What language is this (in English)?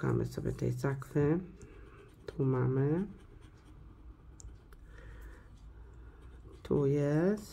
Polish